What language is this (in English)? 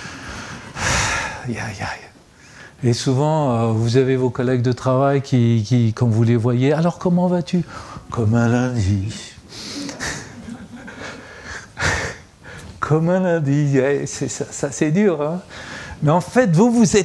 French